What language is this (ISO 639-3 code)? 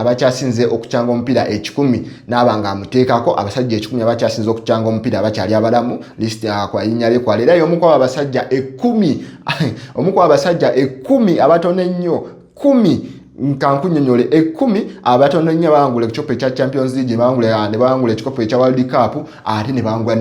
lug